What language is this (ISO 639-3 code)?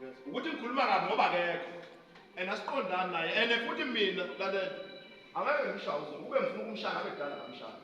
zul